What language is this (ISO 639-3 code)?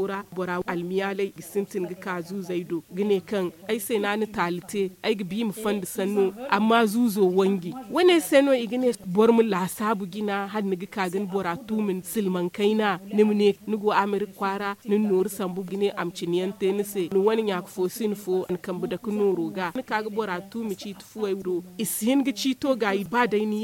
dje